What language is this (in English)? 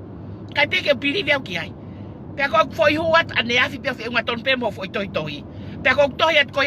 Tongan